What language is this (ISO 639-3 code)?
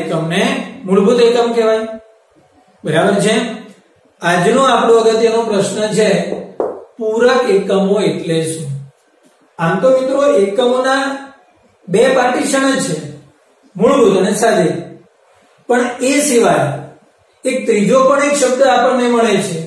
guj